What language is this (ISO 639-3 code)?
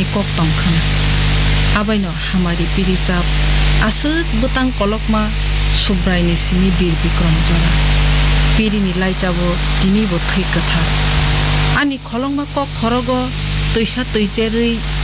trp